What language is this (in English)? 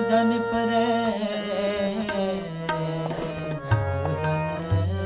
Hindi